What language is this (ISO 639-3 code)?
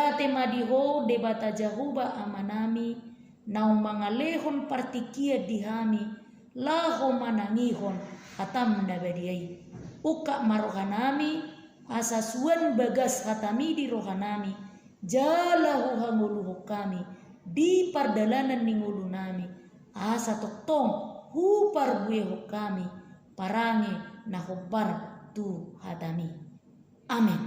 bbc